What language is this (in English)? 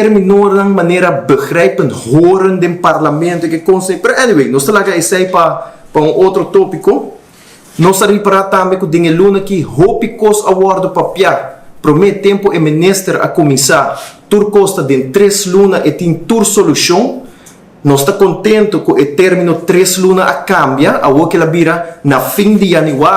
Papiamento